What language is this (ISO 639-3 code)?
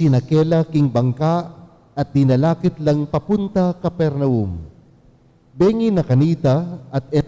pam